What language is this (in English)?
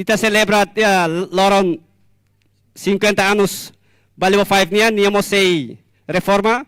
Tetum